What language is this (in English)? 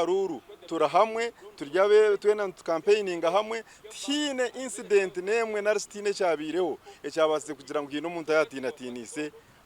Nyankole